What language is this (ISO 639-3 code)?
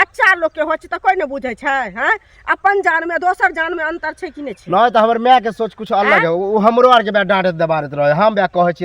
mai